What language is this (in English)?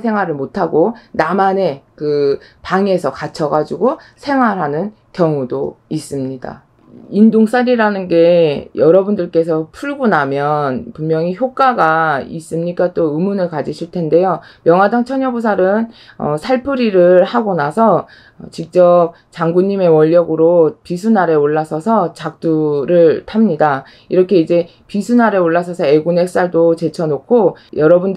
Korean